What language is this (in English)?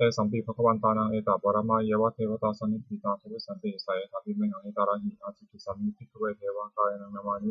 Pali